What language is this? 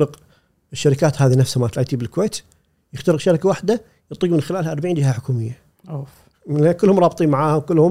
Gulf Arabic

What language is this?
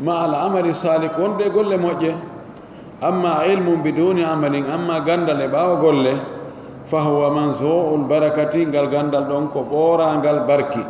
Pular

